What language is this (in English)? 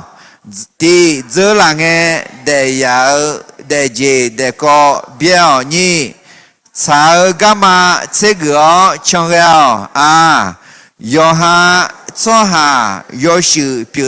Akha